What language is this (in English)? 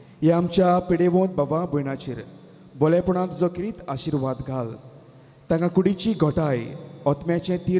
Konkani